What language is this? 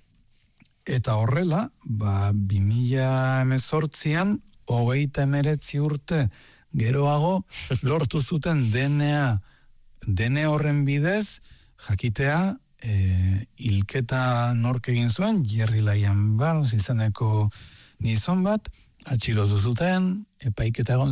Basque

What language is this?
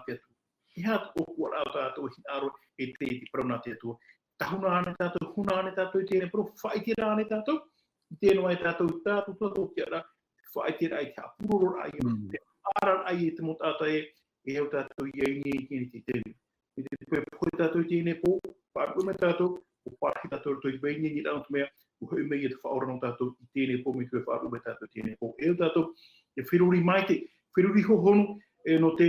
Tahitian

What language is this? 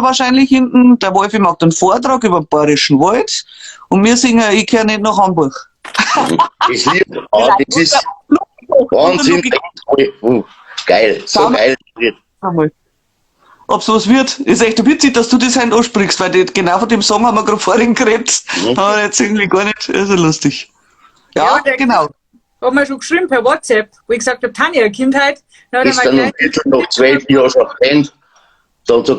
Bavarian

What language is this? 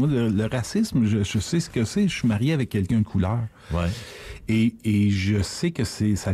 French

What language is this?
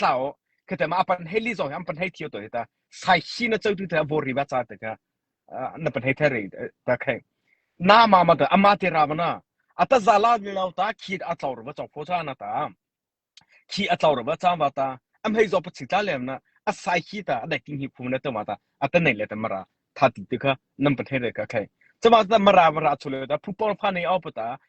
Mara Chin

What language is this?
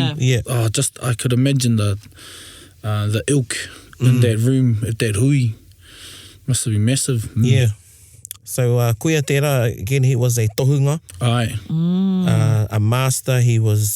Māori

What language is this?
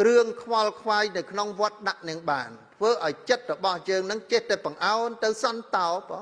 Khmer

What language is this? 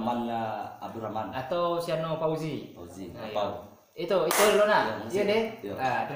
Minangkabau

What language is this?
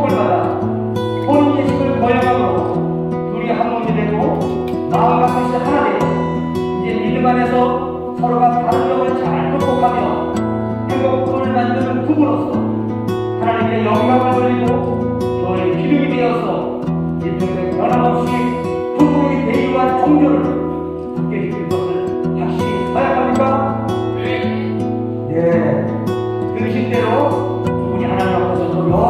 Korean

